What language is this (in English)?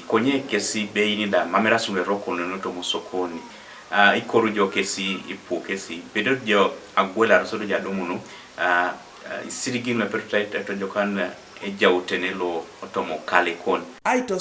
Teso